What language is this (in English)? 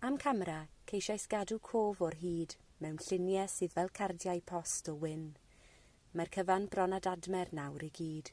Welsh